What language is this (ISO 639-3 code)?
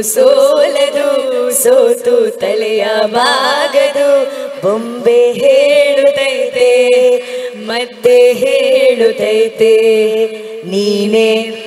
kan